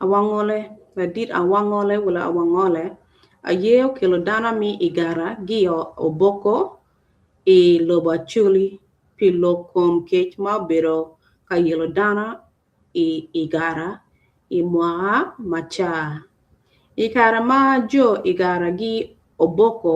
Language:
Acoli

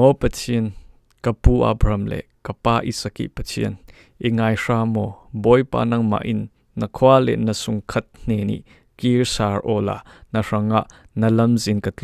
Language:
Falam Chin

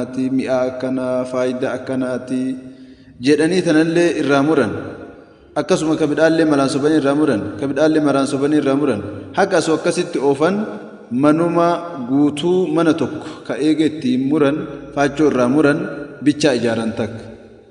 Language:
Oromo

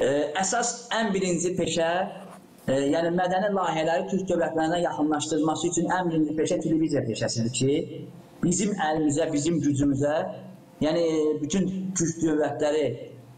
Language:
Gagauz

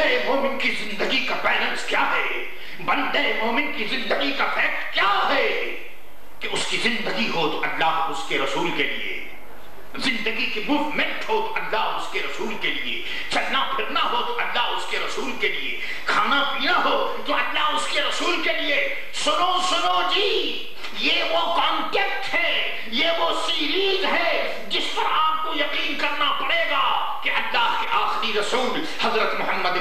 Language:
Urdu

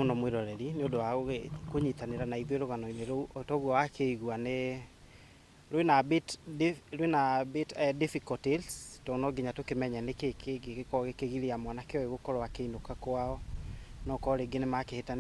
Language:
Kikuyu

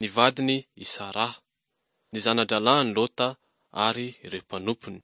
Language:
Malagasy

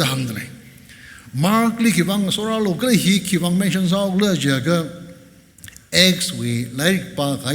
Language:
Tangkhul Naga (India)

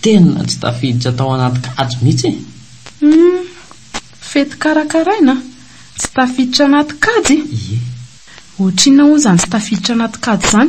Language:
Malagasy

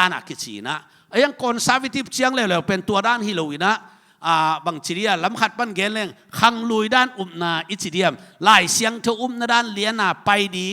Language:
Tedim Chin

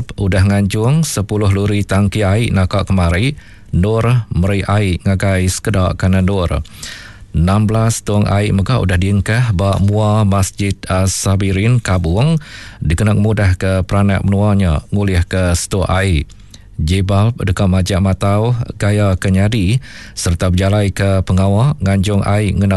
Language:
Iban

